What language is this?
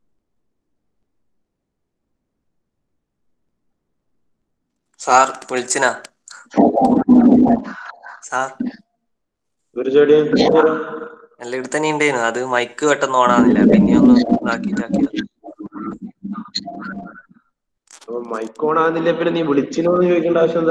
Malayalam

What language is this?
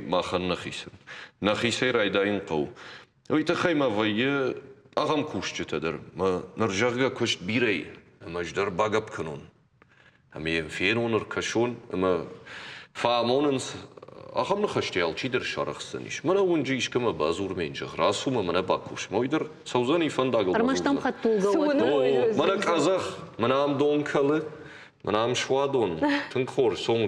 Ossetic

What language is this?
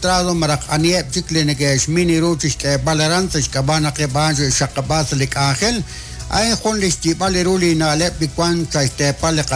Kekchí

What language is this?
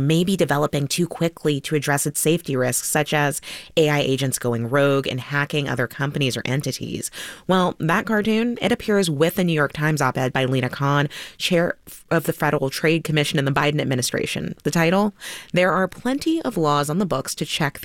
English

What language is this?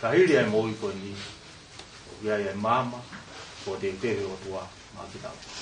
Tongan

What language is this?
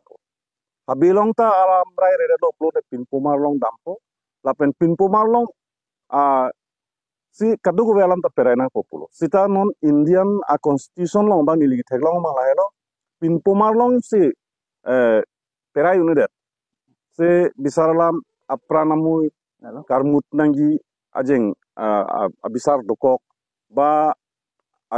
Karbi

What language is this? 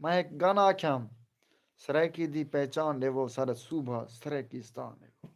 Saraiki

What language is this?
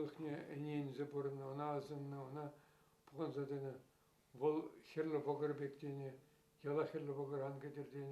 Chuvash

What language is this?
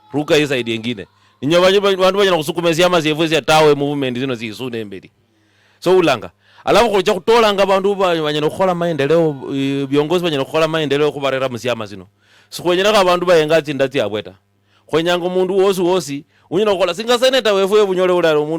Luyia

